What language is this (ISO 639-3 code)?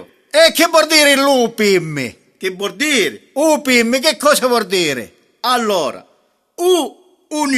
scn